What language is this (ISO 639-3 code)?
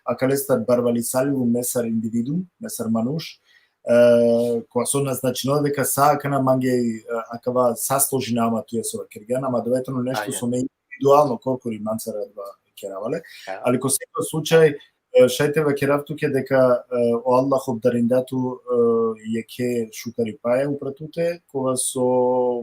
rmn